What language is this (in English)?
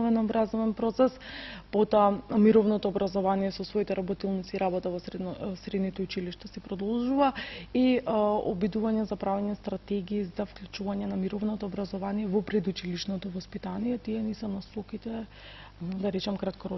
Macedonian